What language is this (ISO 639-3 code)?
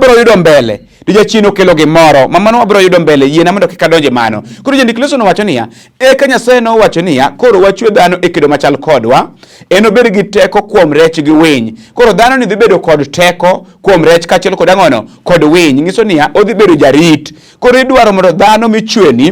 luo